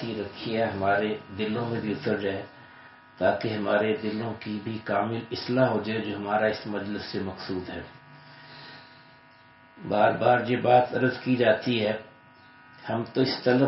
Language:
Urdu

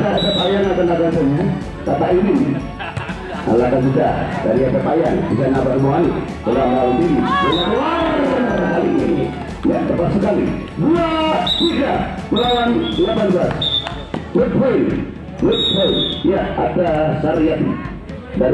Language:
Indonesian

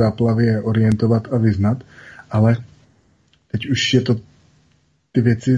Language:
Czech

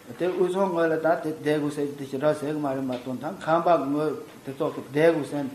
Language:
Tibetan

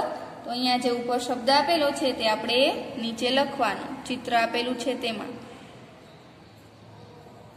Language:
Gujarati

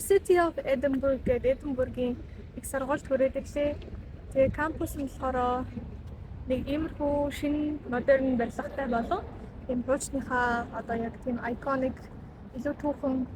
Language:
Mongolian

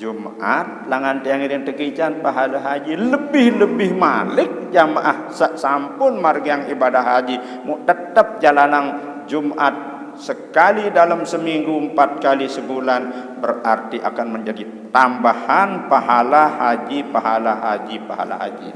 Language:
Sasak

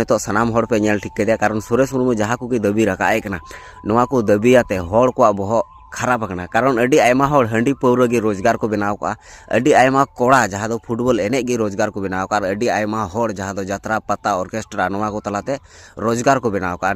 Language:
Santali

